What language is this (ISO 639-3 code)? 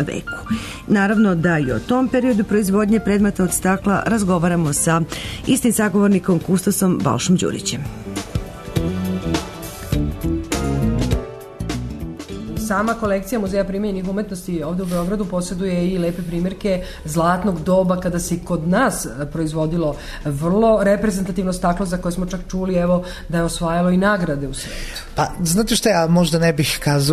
srp